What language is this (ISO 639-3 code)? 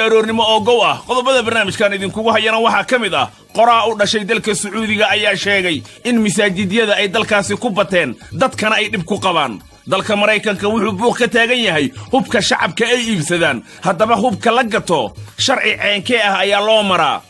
som